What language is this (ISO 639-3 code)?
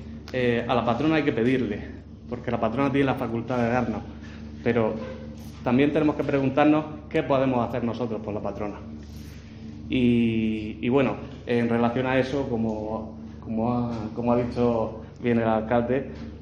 spa